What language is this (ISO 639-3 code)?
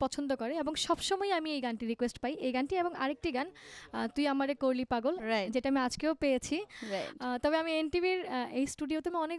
ben